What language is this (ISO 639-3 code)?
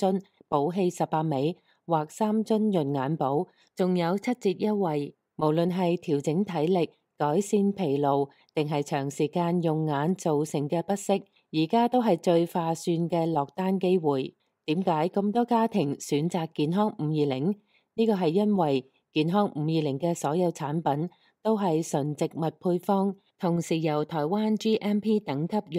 yue